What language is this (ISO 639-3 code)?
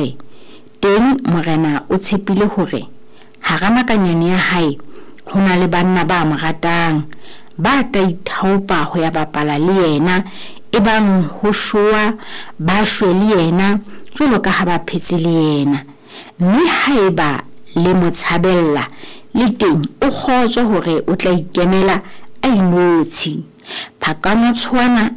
sot